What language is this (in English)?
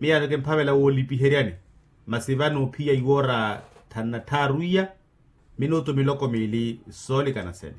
Makhuwa